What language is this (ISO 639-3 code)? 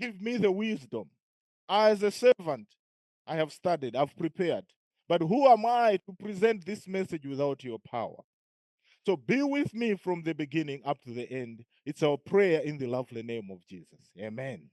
eng